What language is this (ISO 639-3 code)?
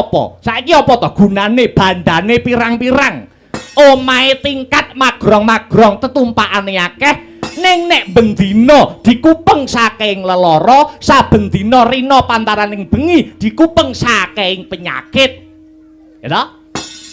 jav